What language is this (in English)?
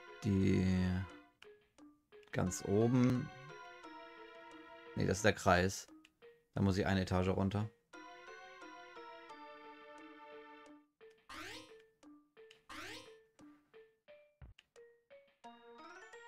German